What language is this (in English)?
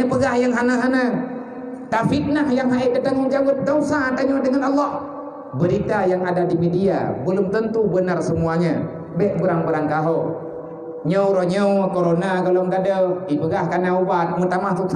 Achinese